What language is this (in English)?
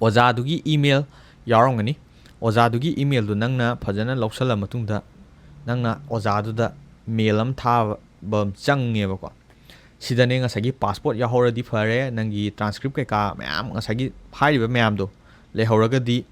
Manipuri